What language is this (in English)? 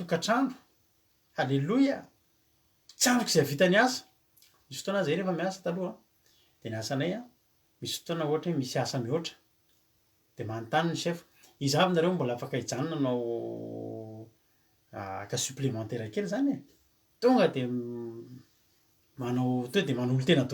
Malagasy